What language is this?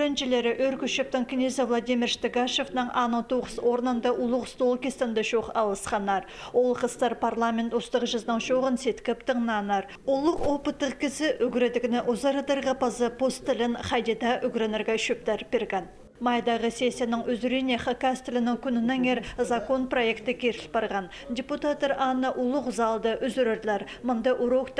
Khakas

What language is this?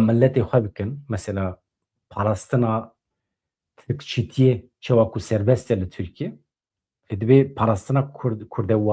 Kurdish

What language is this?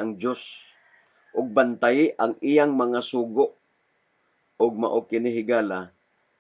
Cebuano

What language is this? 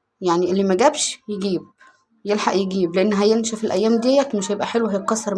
Egyptian Arabic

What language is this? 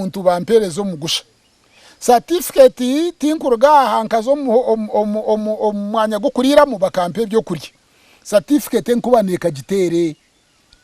Nyankole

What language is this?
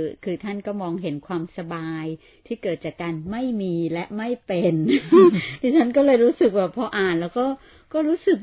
Thai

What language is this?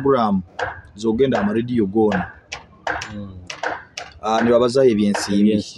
Nyoro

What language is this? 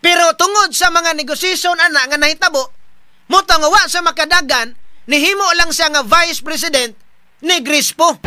Cebuano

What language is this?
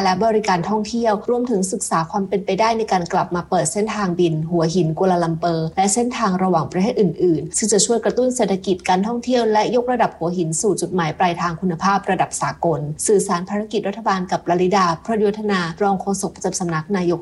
Thai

